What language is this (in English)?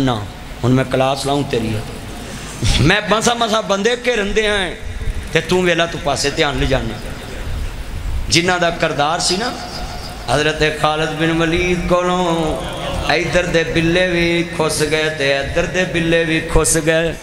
Western Panjabi